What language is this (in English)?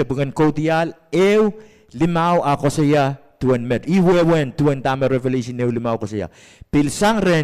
Pohnpeian